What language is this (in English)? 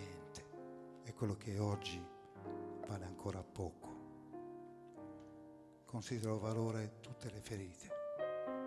Italian